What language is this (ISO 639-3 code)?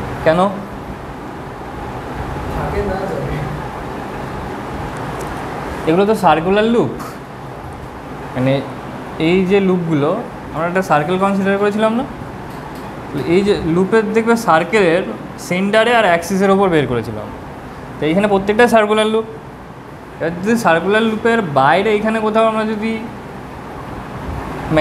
ben